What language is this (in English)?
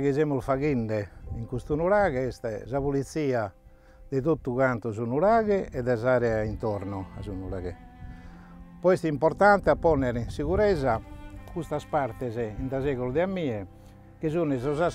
Italian